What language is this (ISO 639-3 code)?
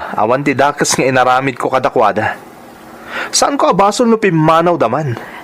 ilo